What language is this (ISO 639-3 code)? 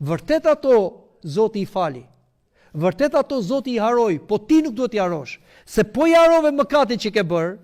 sqi